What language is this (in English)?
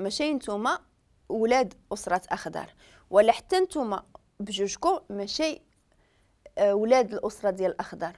Moroccan Arabic